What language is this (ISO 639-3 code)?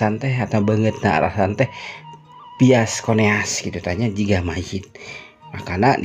sun